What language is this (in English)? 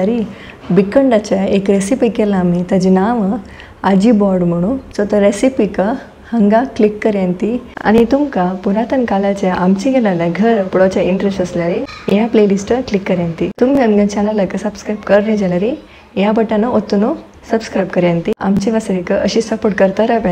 Konkani